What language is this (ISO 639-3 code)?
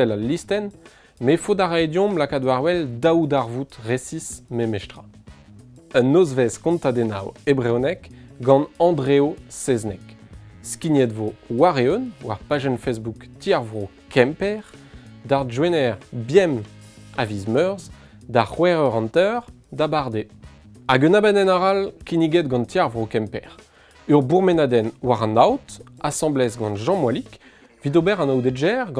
bre